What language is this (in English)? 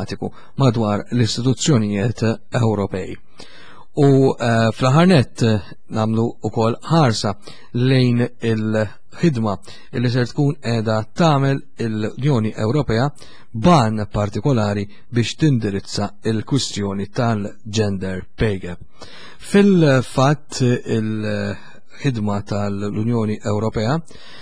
Maltese